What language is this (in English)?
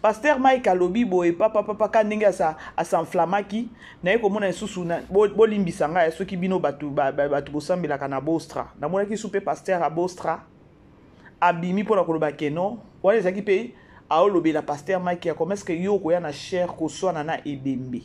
Lingala